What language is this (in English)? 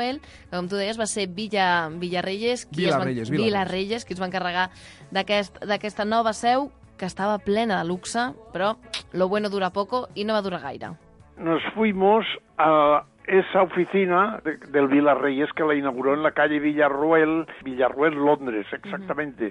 Catalan